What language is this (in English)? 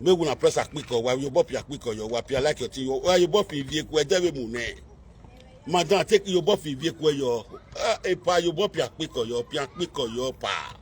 Nigerian Pidgin